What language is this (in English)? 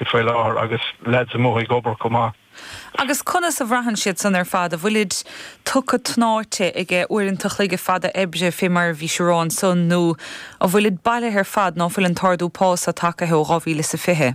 Irish